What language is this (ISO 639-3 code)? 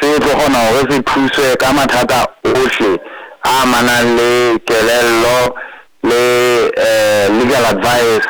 sot